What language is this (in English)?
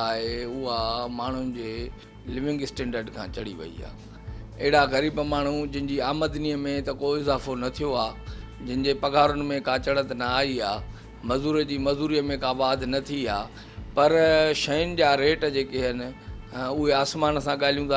Sindhi